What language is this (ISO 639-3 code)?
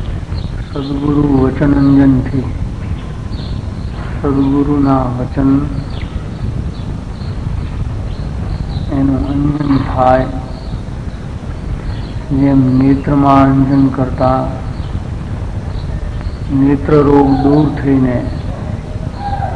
guj